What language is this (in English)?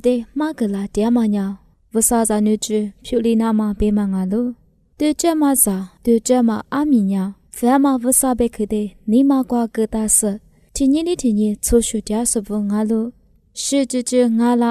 Lisu